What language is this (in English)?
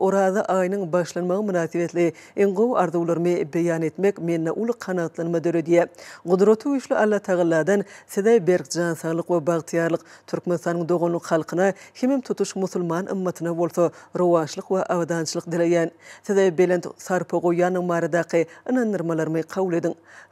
Turkmen